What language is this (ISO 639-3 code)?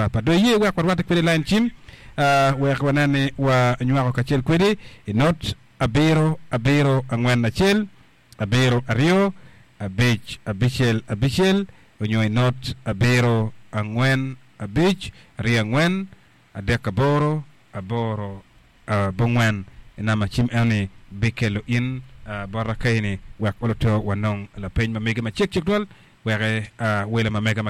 ach